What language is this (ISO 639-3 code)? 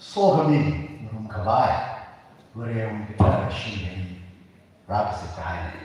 nmf